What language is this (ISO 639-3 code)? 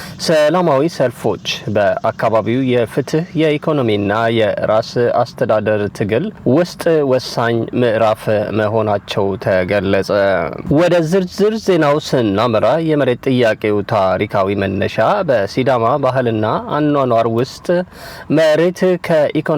amh